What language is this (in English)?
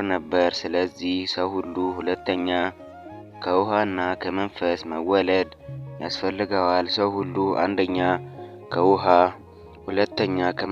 Amharic